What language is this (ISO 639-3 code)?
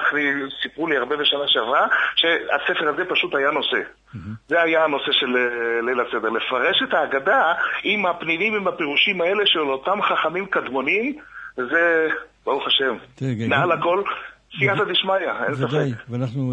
heb